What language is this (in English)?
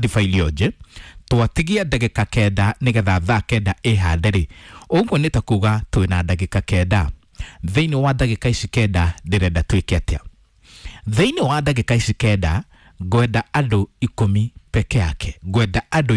Kikuyu